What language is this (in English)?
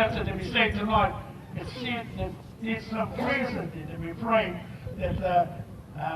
Māori